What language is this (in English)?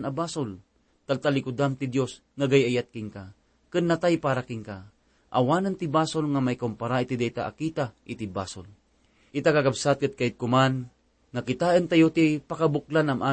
Iloko